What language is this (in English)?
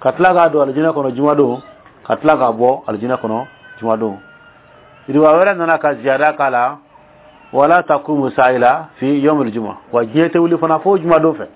Dyula